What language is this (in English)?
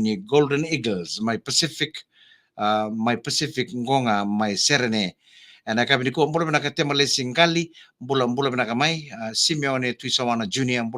Fijian